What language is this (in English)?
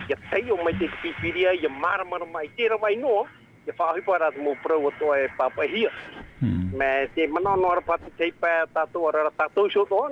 Tahitian